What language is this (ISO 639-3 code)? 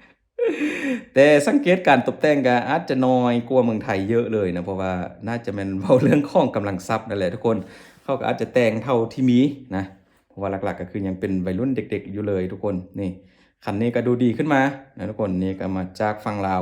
lao